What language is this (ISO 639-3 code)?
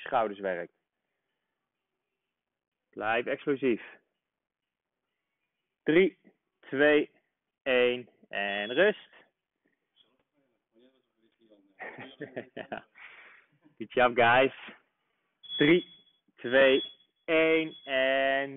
nld